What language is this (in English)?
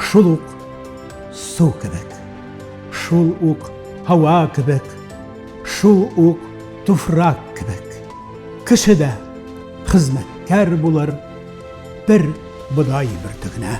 Tatar